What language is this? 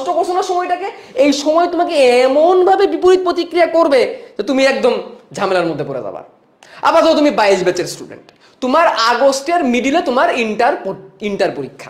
Bangla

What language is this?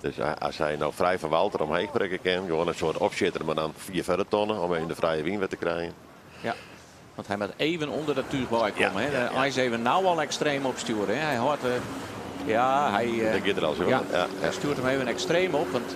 Western Frisian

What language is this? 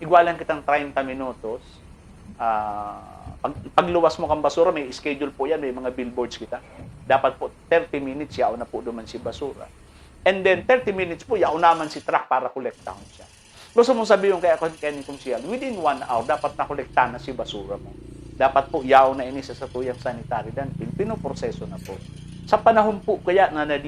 Bikol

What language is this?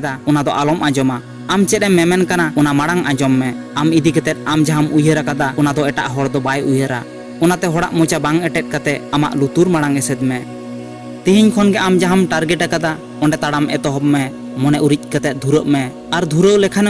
Santali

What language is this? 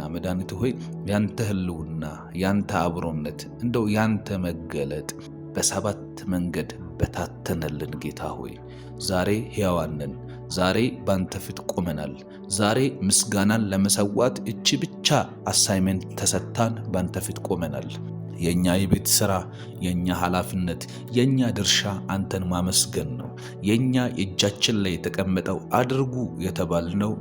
Amharic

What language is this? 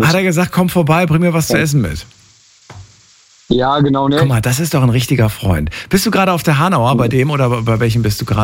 German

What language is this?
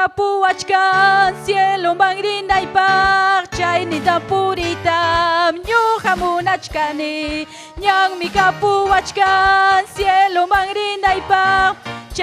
Ayacucho Quechua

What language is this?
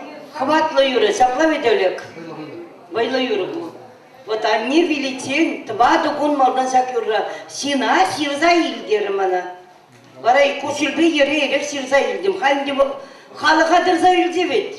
Chuvash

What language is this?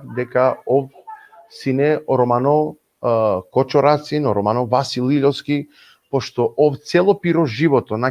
Balkan Romani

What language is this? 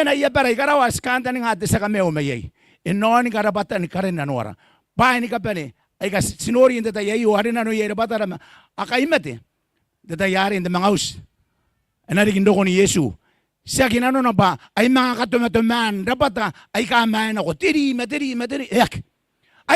Gilbertese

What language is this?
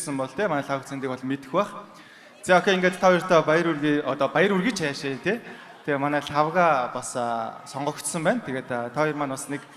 Mongolian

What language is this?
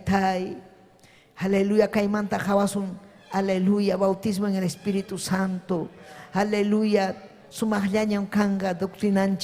Ayacucho Quechua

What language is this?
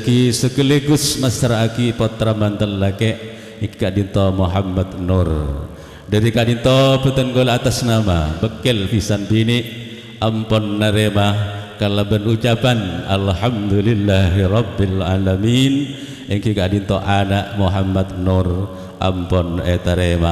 Madurese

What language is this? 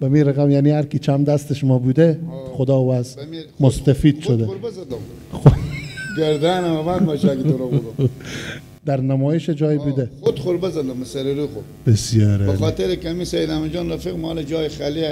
Persian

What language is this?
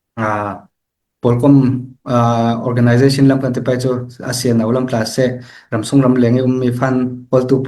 Falam Chin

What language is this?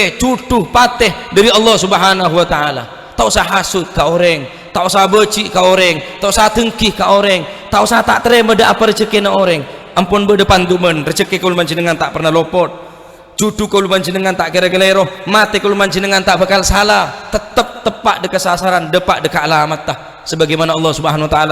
Madurese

